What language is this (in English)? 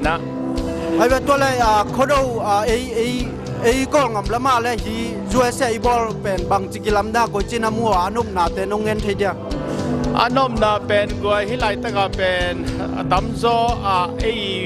Tedim Chin